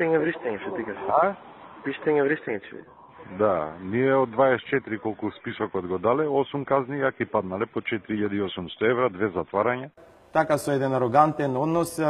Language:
Macedonian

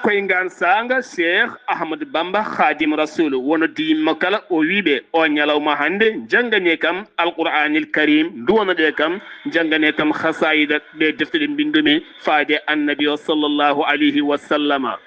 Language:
Fula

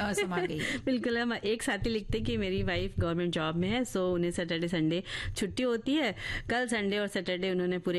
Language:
Hindi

